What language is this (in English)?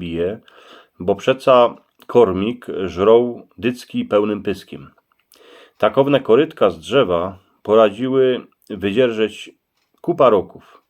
Silesian